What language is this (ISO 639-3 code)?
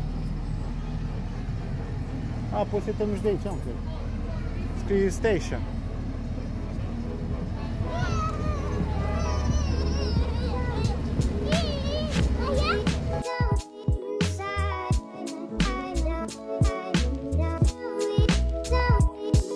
ron